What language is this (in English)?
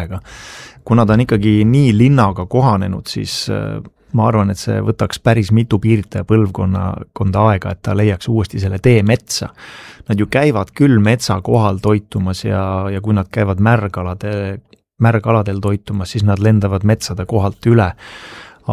Estonian